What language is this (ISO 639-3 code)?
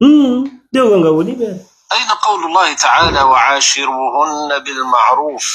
ful